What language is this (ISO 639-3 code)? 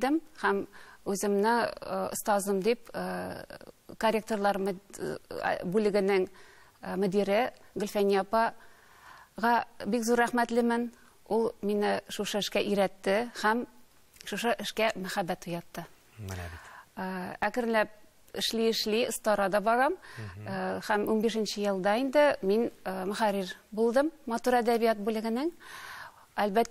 tat